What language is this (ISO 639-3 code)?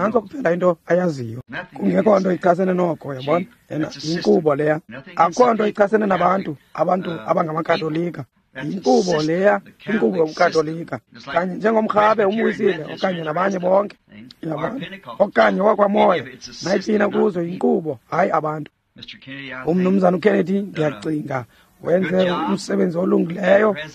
xho